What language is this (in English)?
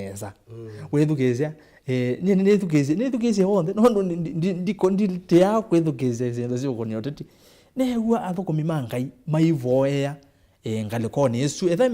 Kamba